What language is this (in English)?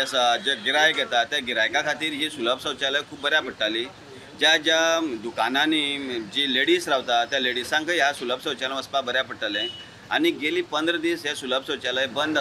Konkani